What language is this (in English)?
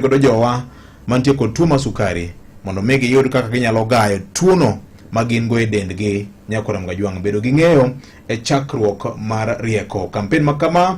Luo (Kenya and Tanzania)